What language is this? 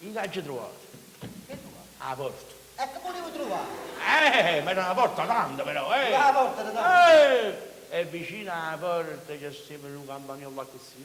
Neapolitan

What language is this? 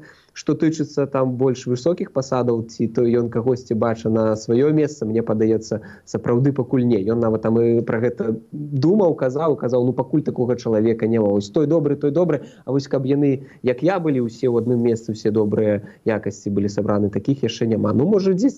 Belarusian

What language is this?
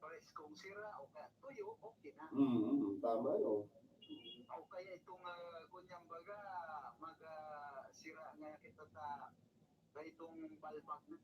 Bikol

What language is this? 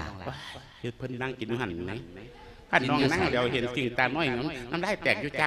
Lao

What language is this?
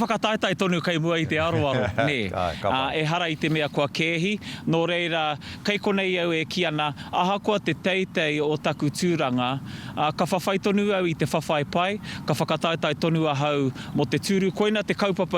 Māori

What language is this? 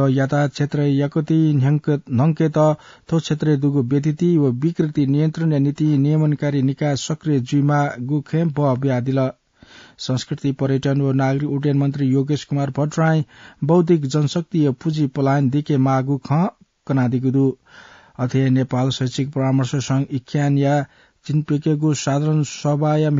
Newari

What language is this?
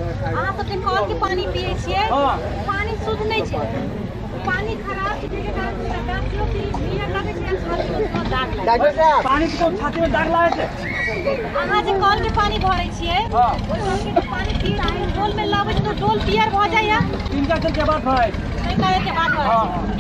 Maithili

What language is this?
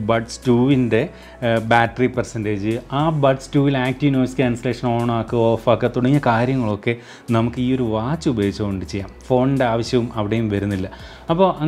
Malayalam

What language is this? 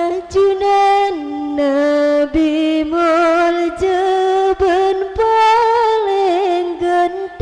Madurese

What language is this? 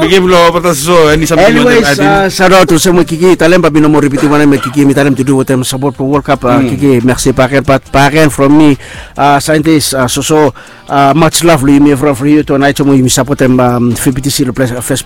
Bislama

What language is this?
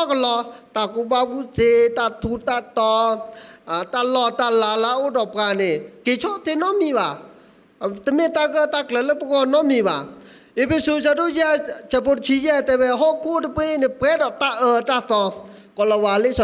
S'gaw Karen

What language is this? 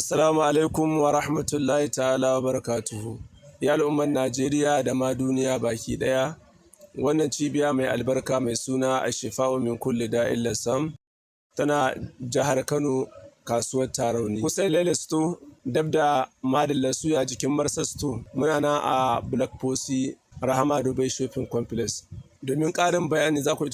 Hausa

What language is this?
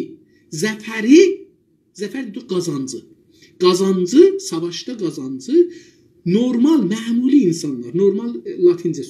South Azerbaijani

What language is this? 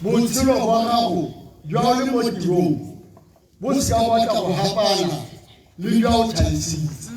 Tswana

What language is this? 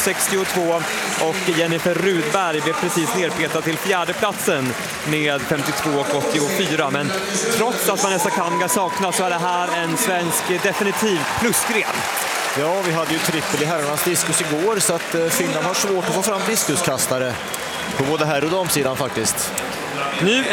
Swedish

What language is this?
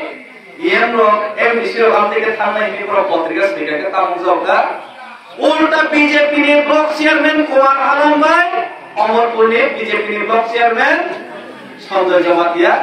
Kok Borok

